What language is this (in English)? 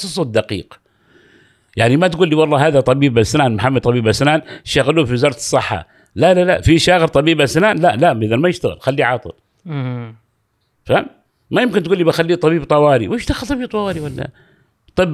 Gulf Arabic